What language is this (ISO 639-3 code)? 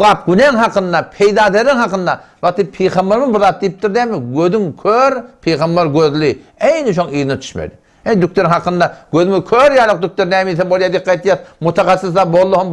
tuk